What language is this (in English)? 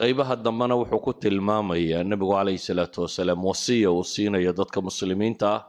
Somali